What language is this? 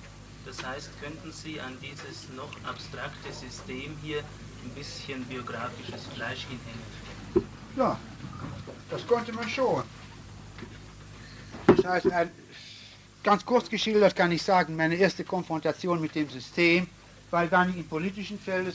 German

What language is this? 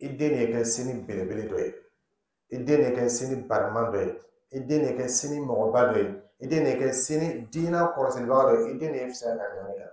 Dyula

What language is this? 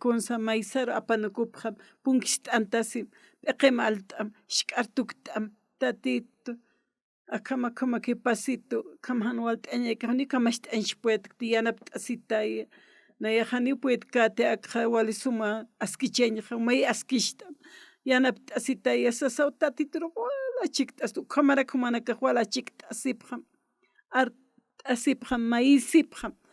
Aymara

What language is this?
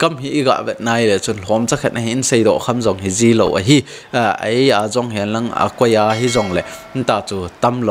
Thado Chin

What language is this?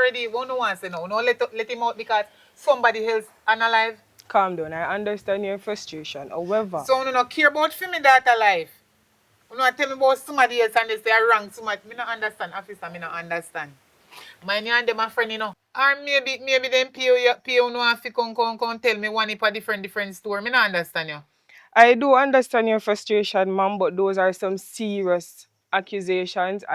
Jamaican Creole English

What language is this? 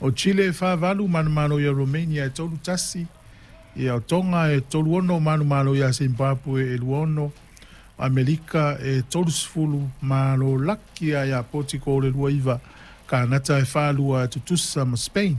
Samoan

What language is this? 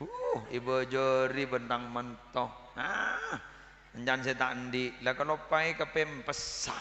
Madurese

